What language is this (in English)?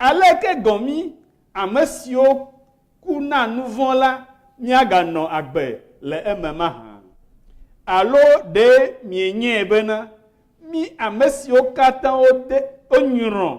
Ewe